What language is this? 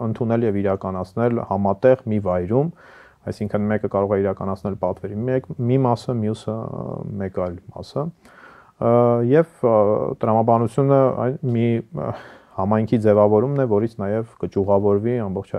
Armenian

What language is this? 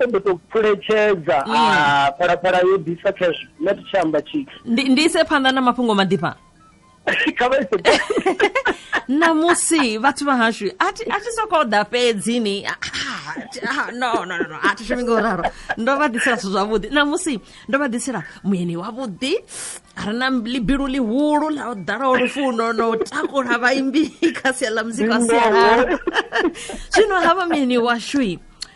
Venda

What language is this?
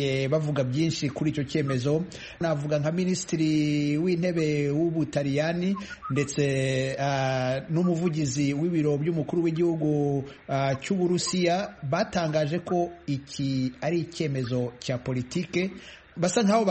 Kinyarwanda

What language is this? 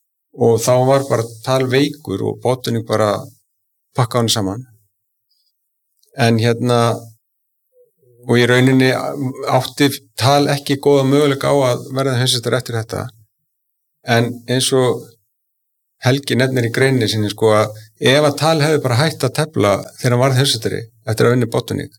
Icelandic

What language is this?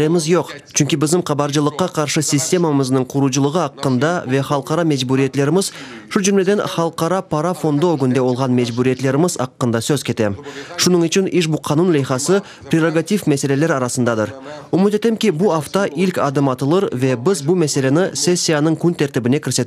Crimean Tatar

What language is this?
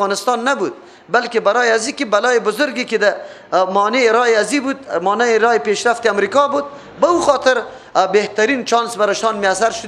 Persian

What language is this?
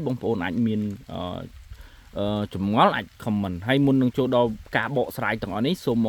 Khmer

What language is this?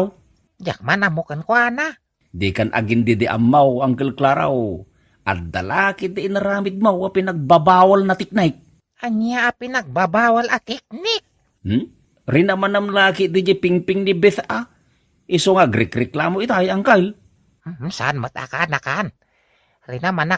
Iloko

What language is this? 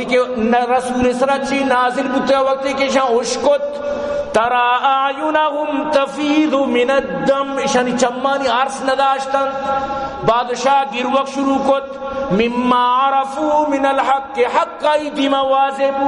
Baluchi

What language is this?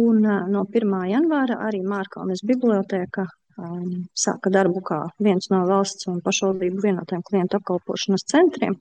Latvian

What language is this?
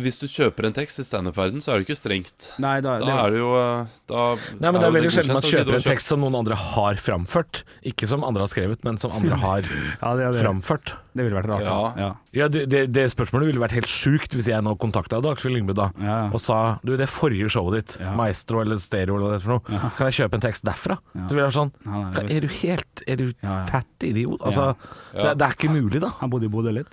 Norwegian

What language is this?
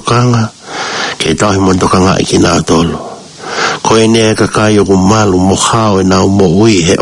Tongan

